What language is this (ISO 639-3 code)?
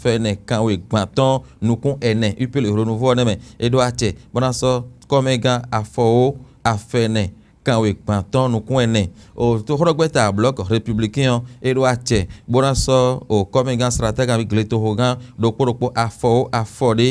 fon